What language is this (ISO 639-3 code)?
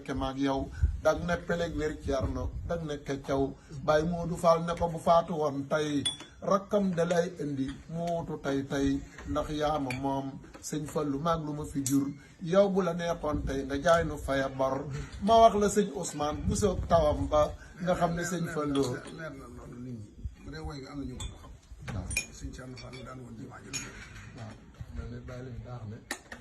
wol